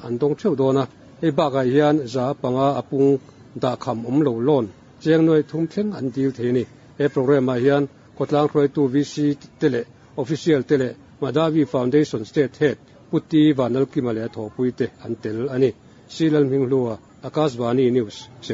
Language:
Mizo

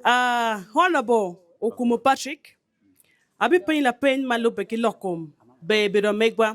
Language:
Acoli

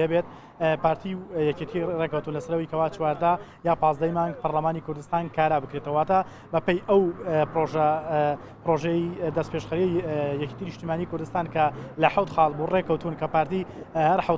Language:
Central Kurdish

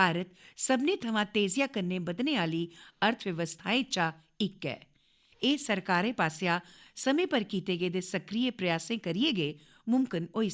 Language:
Dogri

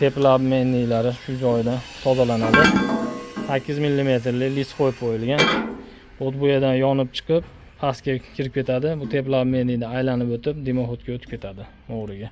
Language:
Uzbek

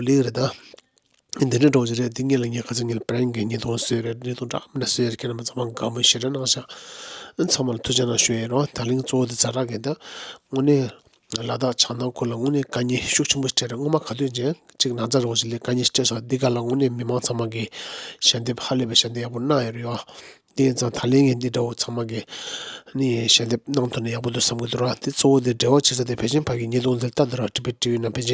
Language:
Tibetan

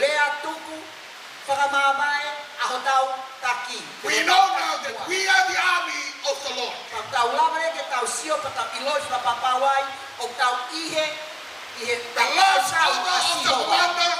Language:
Tongan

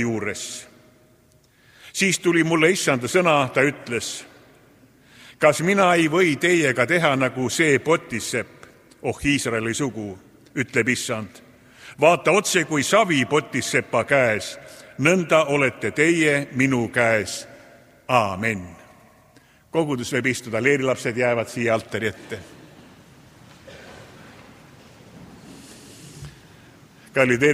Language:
Estonian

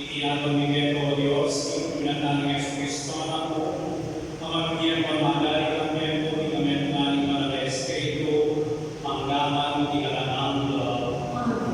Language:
Pampanga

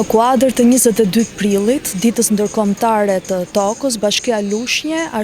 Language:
Albanian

